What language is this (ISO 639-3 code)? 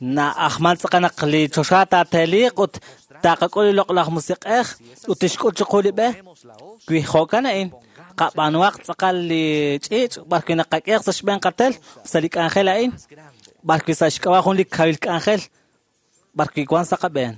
kek